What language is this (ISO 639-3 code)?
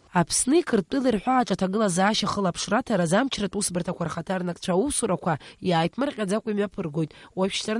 abk